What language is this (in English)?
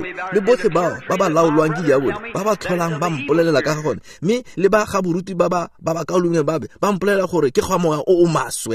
Tswana